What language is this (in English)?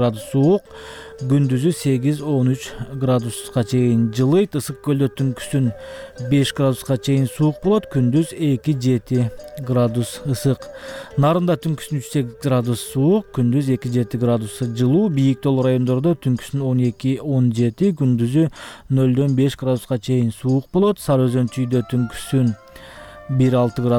Kyrgyz